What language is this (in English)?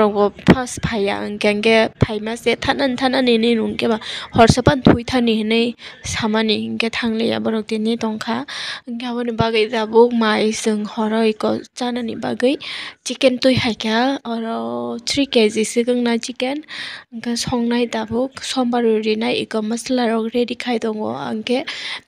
Kok Borok